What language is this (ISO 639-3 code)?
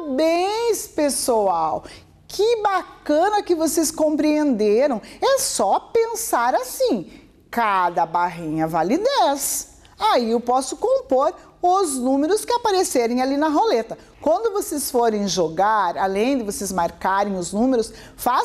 por